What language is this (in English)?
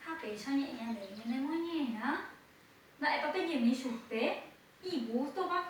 Guarani